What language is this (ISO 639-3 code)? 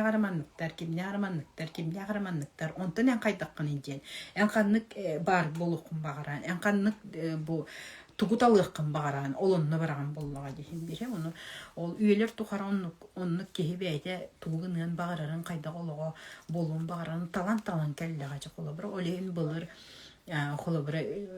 sah